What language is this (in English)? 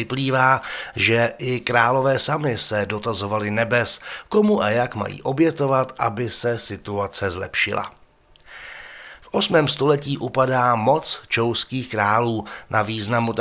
Czech